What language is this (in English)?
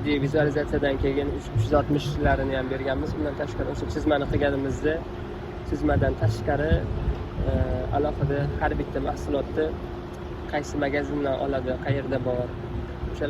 Uzbek